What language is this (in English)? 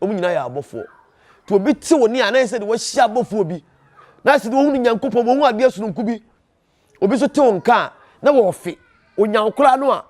Akan